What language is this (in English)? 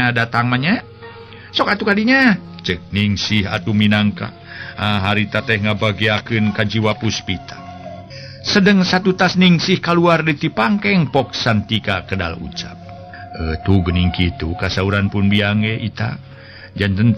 Sundanese